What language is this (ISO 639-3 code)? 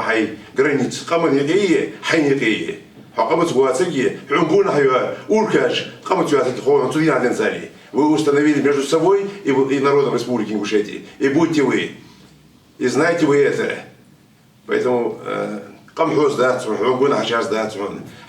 inh